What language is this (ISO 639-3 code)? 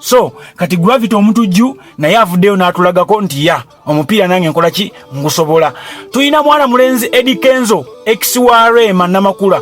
lug